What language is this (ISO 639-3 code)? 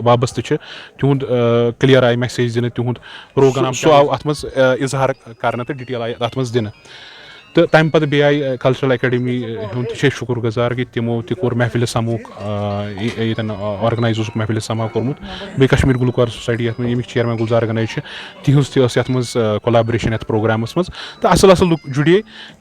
kas